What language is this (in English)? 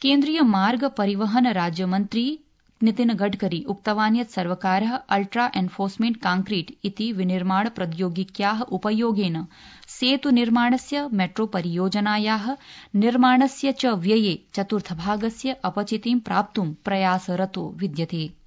Sanskrit